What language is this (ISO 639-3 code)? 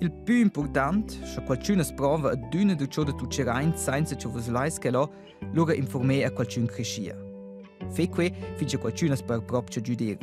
roh